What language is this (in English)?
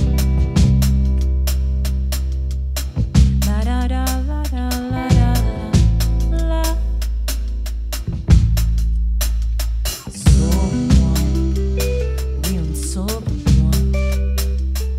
French